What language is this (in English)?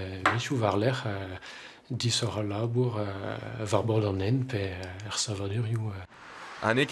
Breton